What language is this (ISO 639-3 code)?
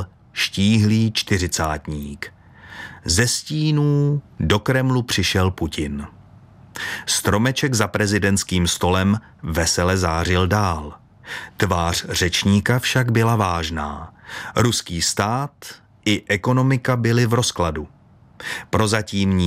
ces